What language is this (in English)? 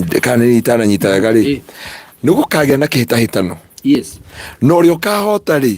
Kikuyu